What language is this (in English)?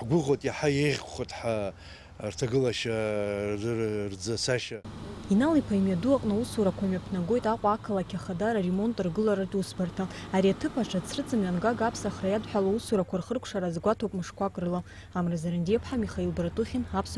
Abkhazian